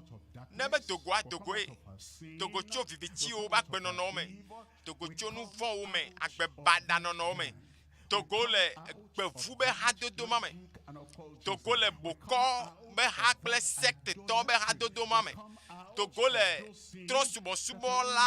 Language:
Ewe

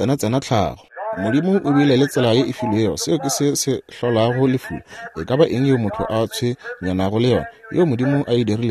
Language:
Northern Sotho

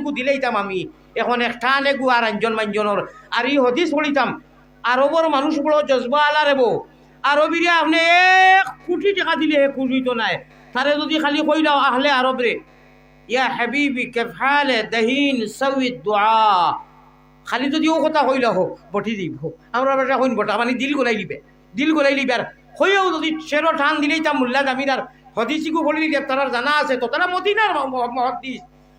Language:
Sylheti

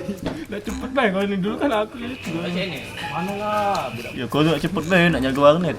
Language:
Musi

